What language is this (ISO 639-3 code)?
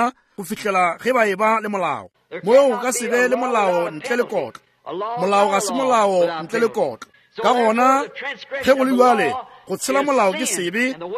nso